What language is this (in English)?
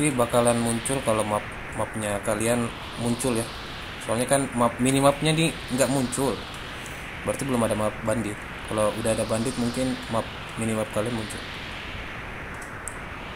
Indonesian